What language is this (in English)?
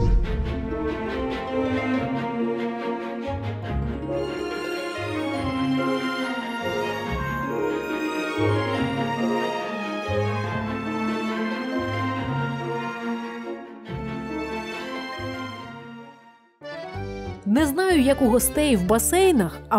Ukrainian